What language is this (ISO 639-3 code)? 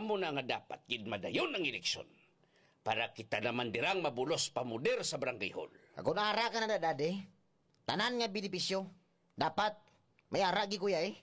hil